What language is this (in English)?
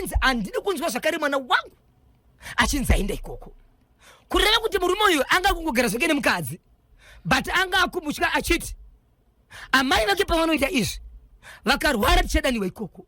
Shona